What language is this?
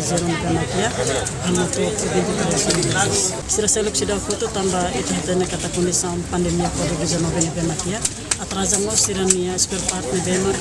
Tetum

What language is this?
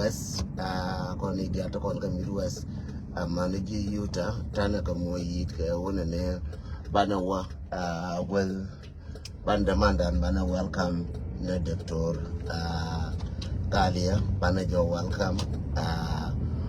Nuer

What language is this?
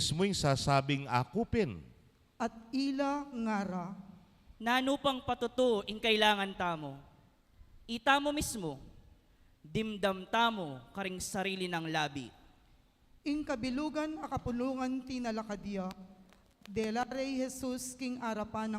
Pampanga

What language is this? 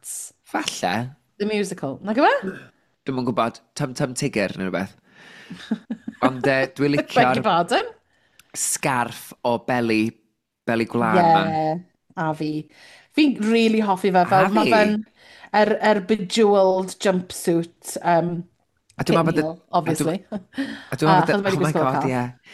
Welsh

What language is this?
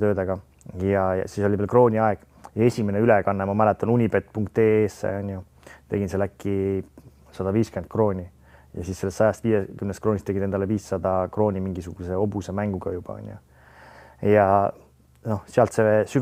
Estonian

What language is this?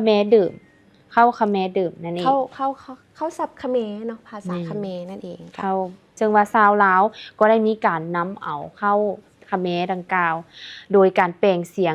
Lao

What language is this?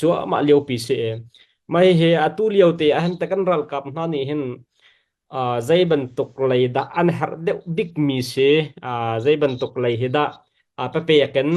Hakha Chin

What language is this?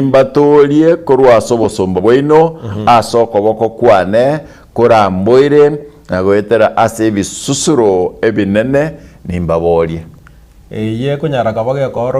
Gusii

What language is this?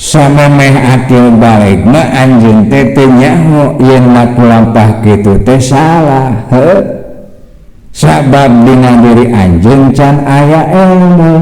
Sundanese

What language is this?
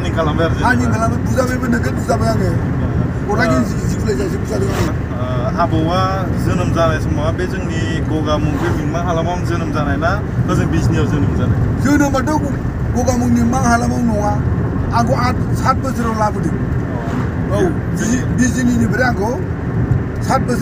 Bodo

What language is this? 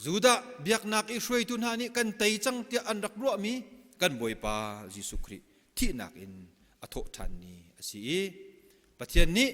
Hakha Chin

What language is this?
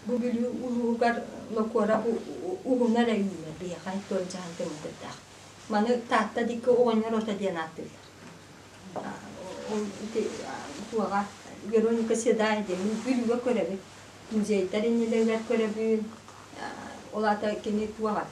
Yakut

